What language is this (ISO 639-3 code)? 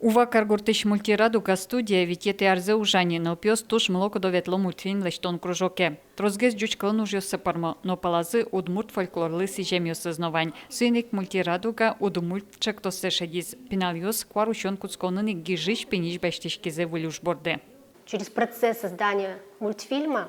udm